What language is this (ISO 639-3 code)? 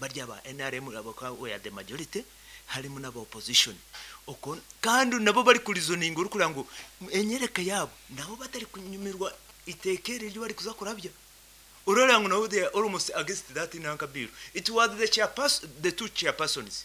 nyn